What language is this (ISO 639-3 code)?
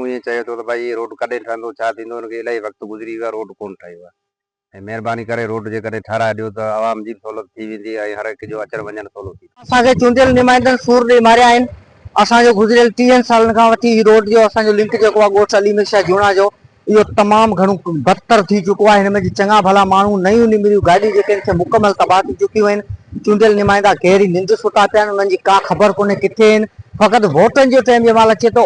snd